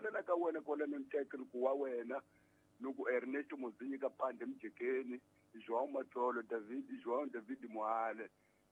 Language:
Tsonga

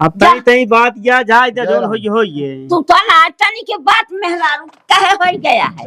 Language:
Awadhi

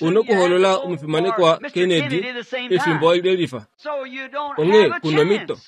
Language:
Kuanyama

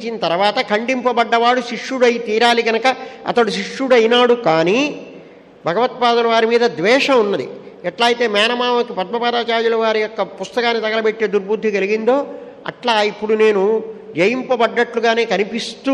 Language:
Telugu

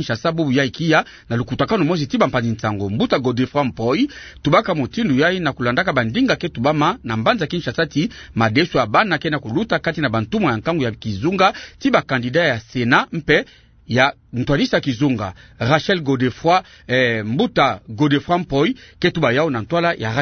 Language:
Kituba (Democratic Republic of Congo)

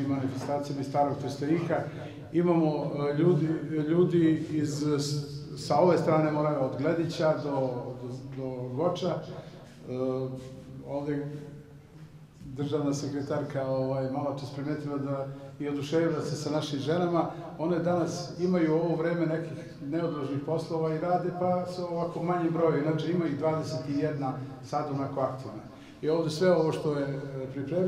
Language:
Serbian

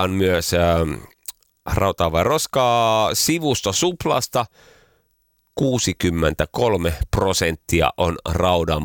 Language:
Finnish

